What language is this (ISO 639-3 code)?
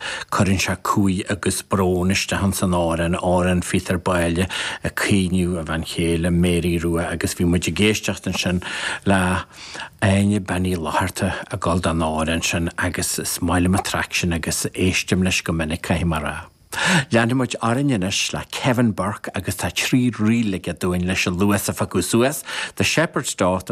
gle